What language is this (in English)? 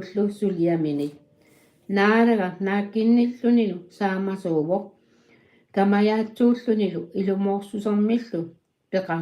Kalaallisut